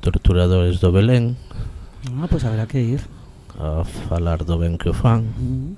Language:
Galician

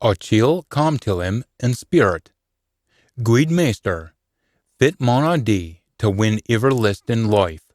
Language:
Scots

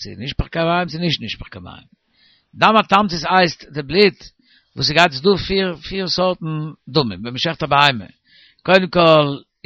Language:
Yiddish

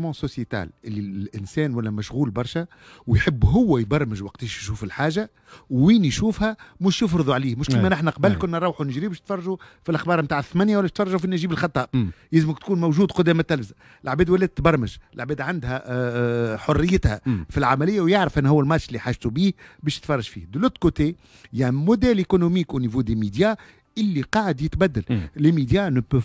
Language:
Tunisian Arabic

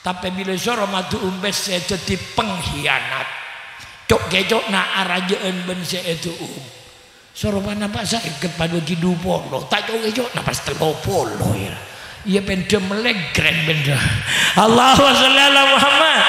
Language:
Madurese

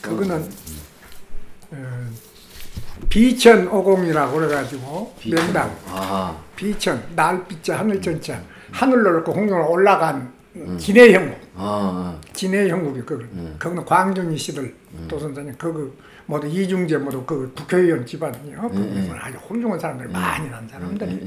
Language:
Korean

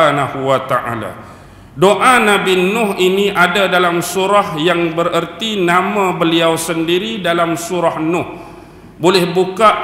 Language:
Malay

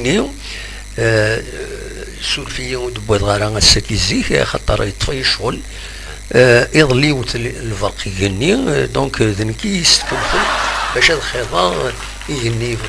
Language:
Kabyle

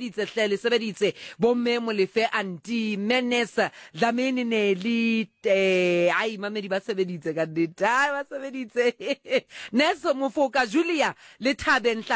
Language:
Southern Sotho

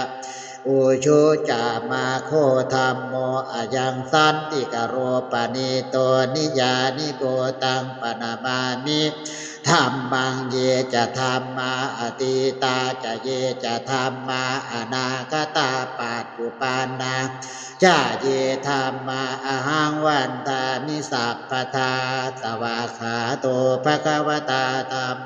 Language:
Pali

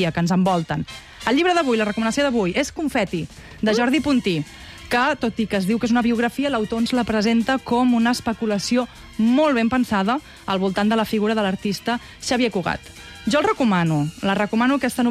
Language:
Catalan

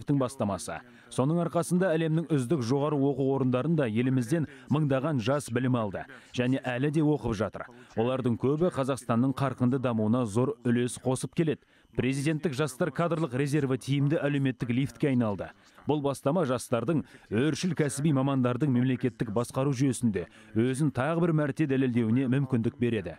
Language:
Kazakh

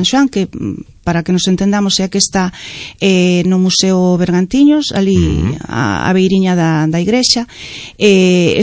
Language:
Galician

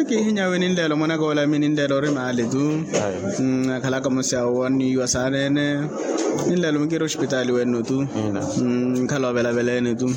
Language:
Makhuwa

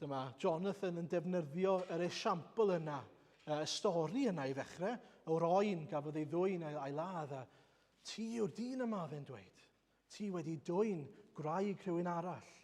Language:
Welsh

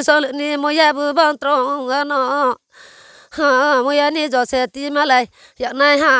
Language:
Riang (India)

